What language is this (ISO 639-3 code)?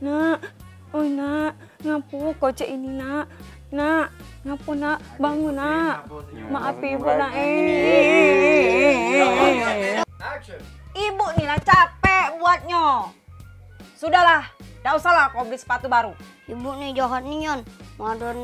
mui